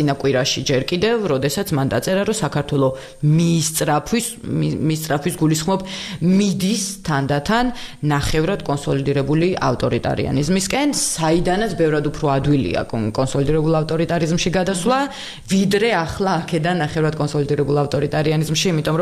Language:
Georgian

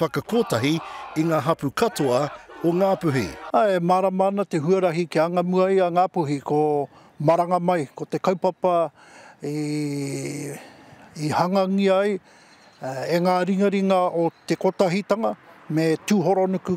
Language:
Māori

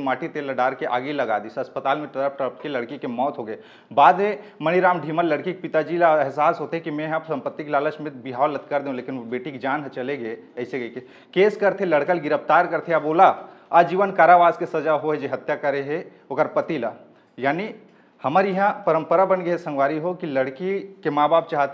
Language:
Chhattisgarhi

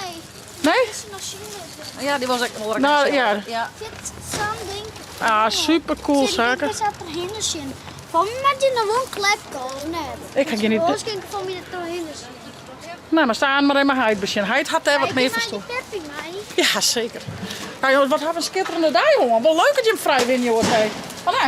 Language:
Western Frisian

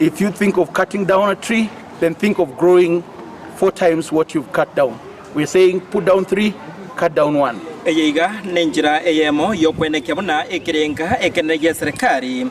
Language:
Gusii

